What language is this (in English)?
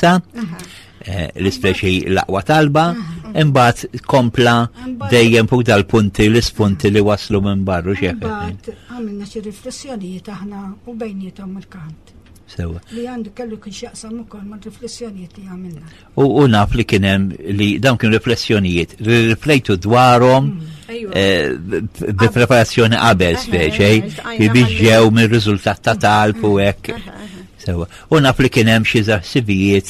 Maltese